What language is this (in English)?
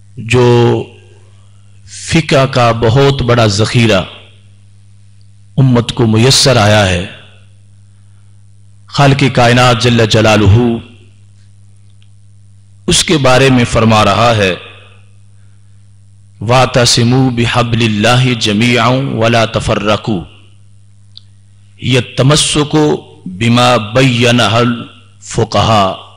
Urdu